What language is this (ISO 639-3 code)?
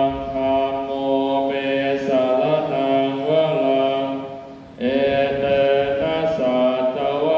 pli